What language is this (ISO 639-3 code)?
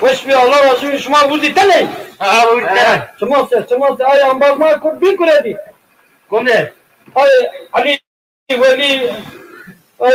zza